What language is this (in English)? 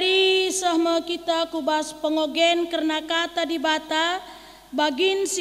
Batak Karo